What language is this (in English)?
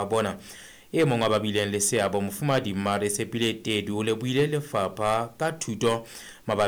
Southern Sotho